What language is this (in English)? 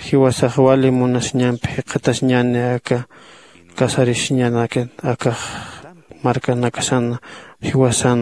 Aymara